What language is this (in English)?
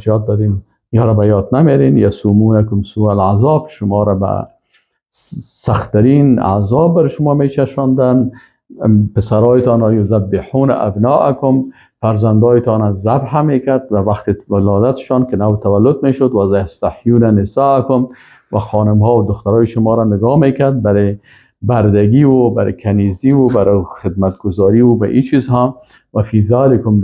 Persian